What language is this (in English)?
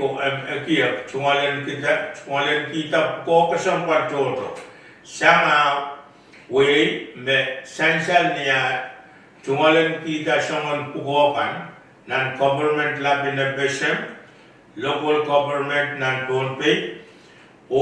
Pohnpeian